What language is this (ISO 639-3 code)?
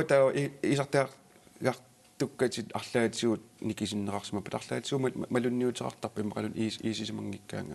kal